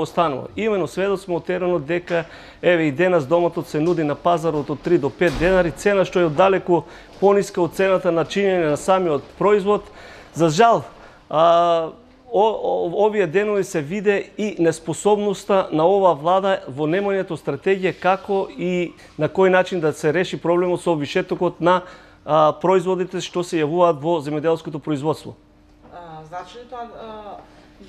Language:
Macedonian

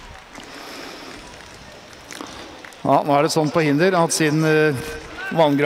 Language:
Norwegian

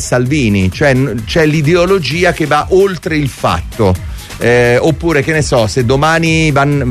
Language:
Italian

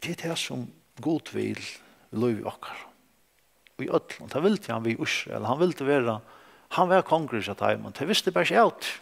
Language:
Faroese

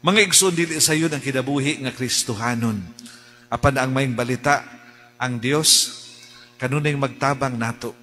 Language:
Cebuano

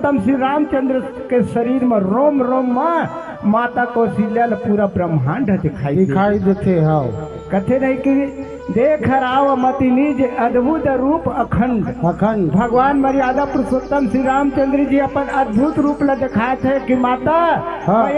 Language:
Chhattisgarhi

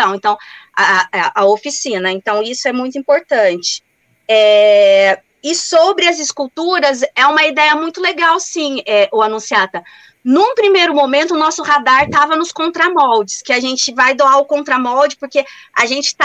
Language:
Portuguese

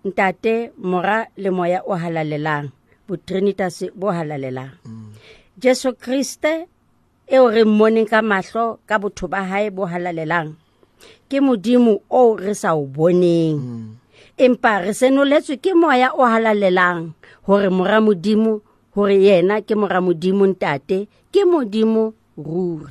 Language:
Southern Sotho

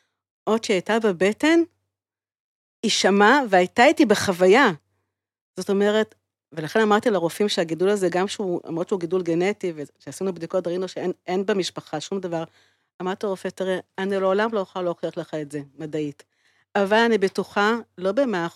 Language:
Hebrew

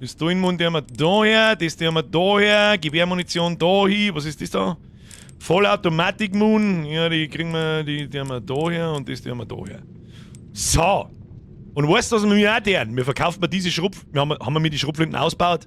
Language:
Bavarian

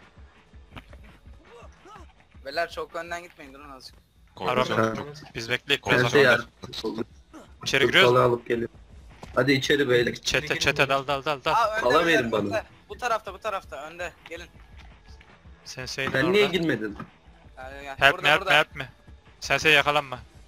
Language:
Turkish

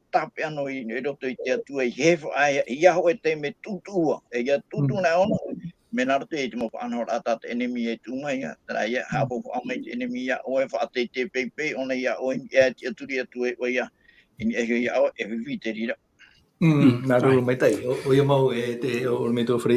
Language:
Tahitian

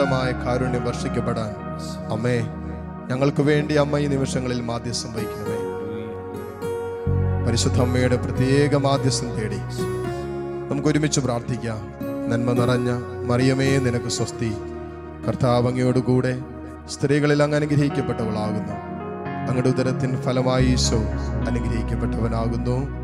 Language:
Malayalam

